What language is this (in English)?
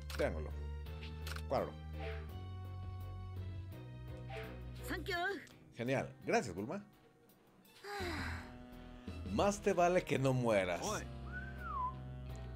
Spanish